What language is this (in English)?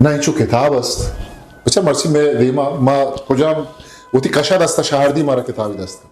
Eastern Balochi